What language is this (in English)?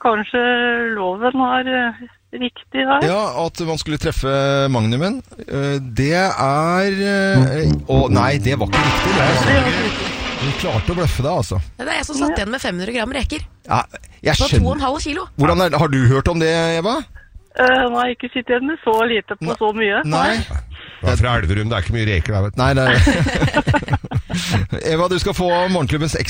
Norwegian